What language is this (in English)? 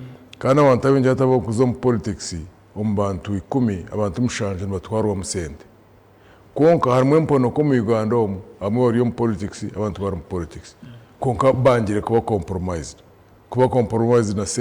Nyankole